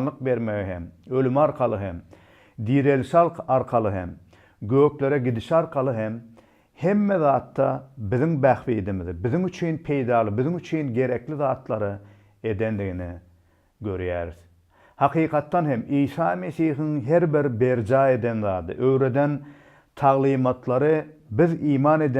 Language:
Turkmen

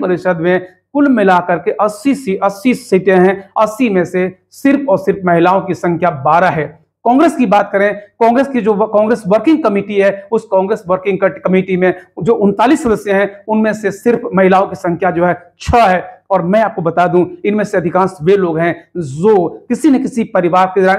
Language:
Hindi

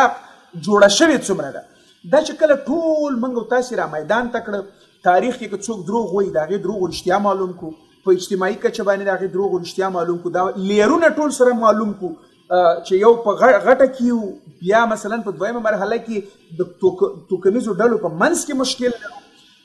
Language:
Pashto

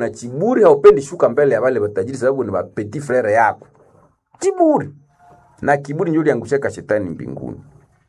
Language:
Swahili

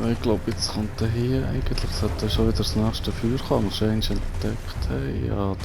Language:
Swiss German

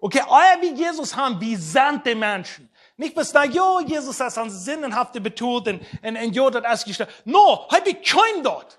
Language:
Plautdietsch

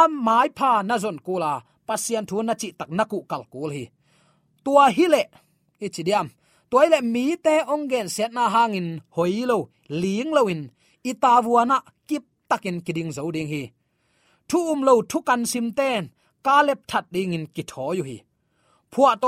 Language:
Tedim Chin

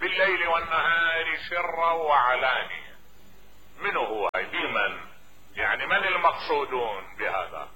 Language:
Mesopotamian Arabic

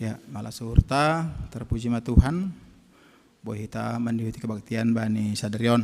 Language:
Batak Simalungun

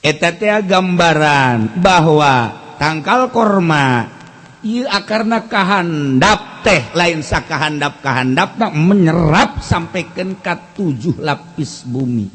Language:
Sundanese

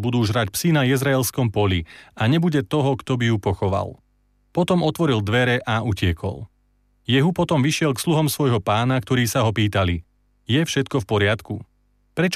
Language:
Slovak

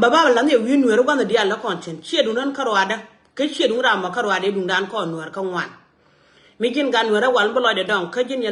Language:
Nuer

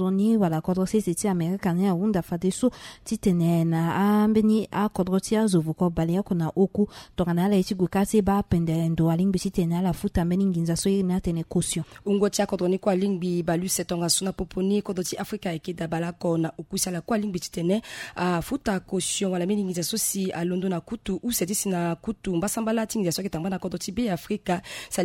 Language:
Sango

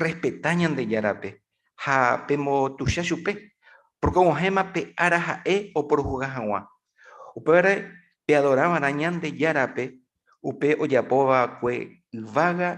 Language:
Guarani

